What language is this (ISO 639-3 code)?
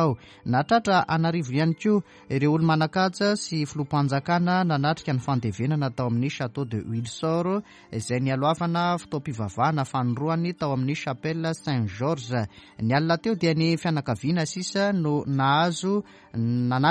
mlg